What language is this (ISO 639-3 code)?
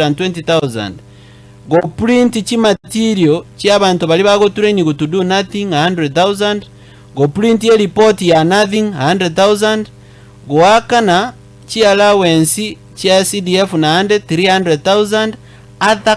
guz